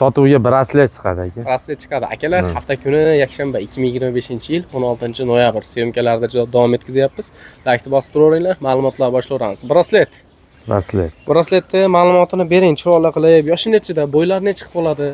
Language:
Uzbek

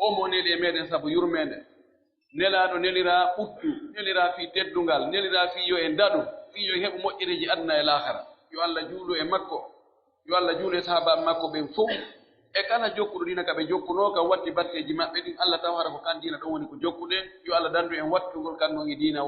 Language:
Pular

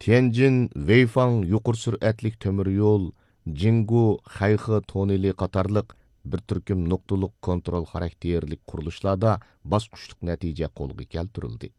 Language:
Uyghur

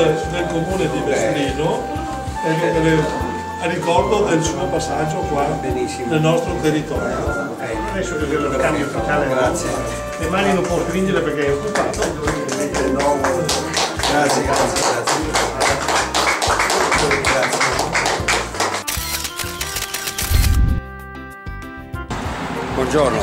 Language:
Italian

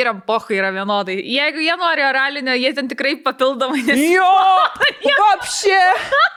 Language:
Lithuanian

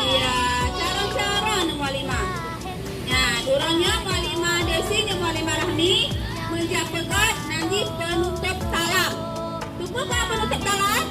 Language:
Achinese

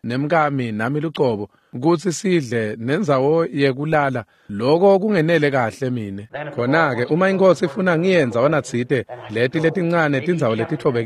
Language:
Swati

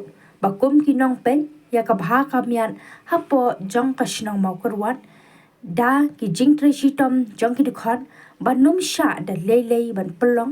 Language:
Khasi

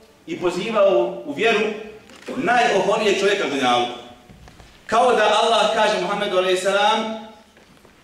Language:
Bosnian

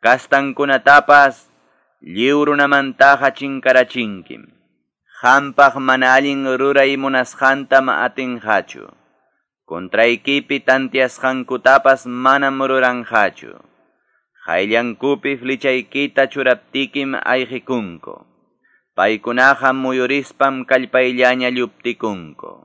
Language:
Quechua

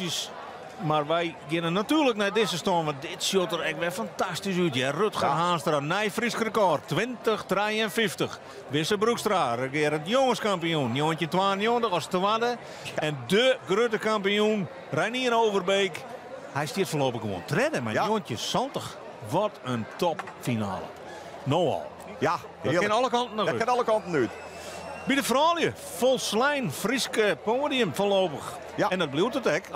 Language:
Western Frisian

